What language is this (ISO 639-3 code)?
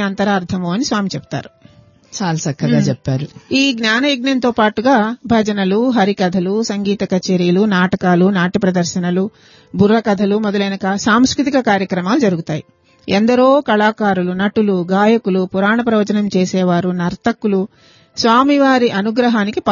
tel